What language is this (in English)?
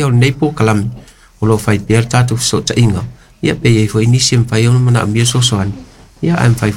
Samoan